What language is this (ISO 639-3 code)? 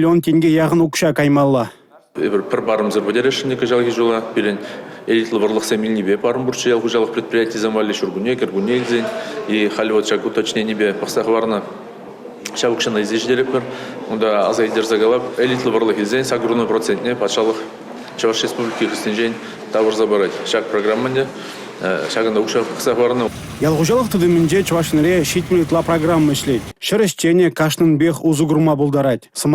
chv